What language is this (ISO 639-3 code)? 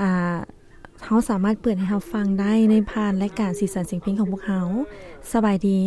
lao